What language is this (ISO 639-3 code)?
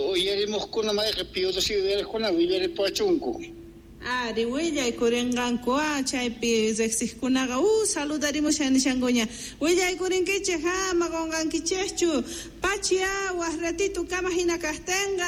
que